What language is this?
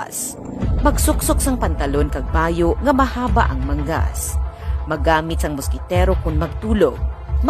Hiligaynon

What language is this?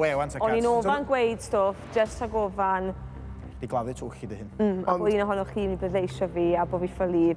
Welsh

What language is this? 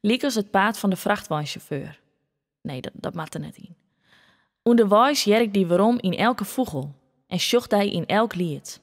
Western Frisian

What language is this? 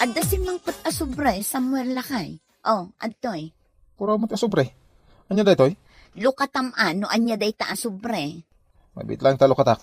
Iloko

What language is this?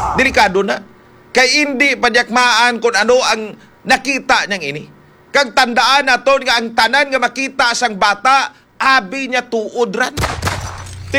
Hiligaynon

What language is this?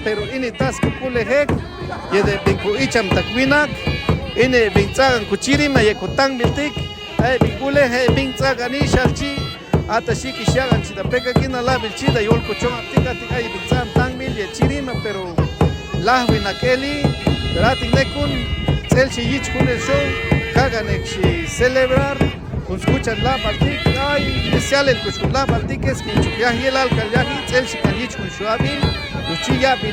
Chuj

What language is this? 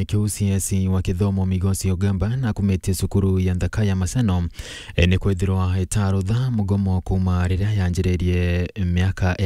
Meru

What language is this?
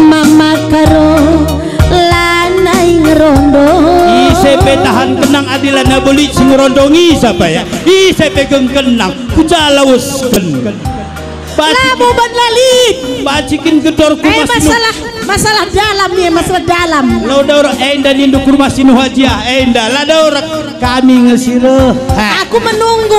Batak Karo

